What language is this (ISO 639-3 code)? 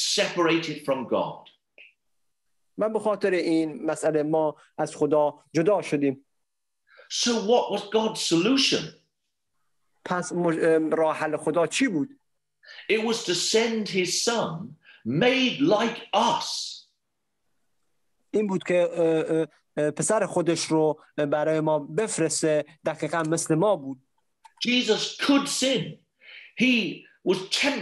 fas